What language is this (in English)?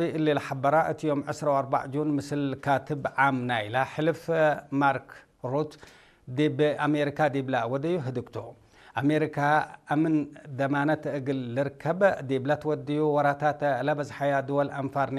Tigre